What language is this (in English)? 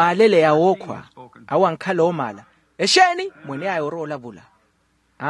Makhuwa